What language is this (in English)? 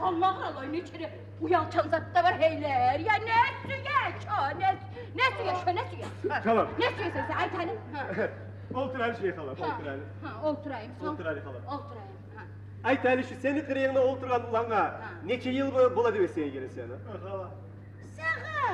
Kumyk